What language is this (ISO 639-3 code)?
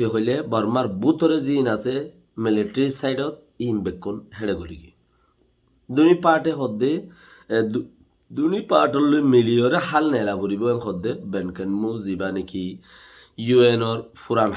rhg